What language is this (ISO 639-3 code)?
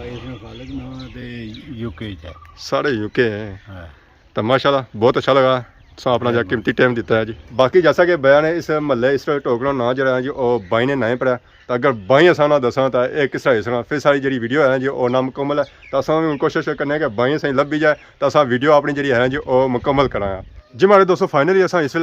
phr